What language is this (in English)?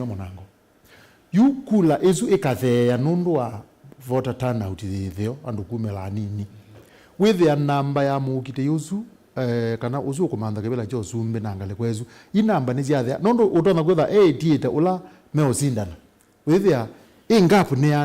Kamba